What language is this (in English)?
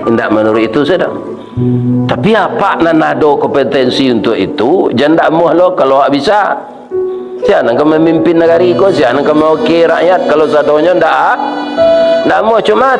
Minangkabau